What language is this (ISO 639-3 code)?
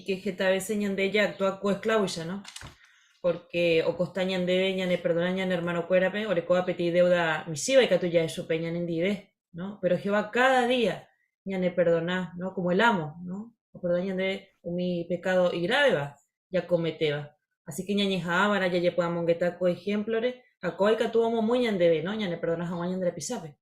grn